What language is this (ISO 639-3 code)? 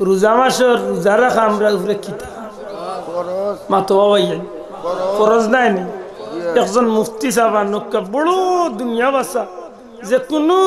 syl